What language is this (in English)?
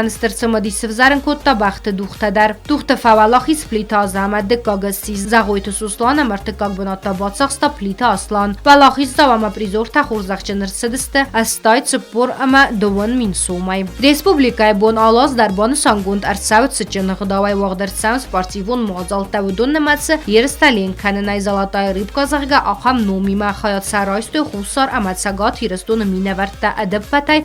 Ossetic